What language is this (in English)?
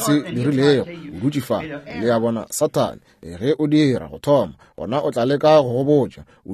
Northern Sotho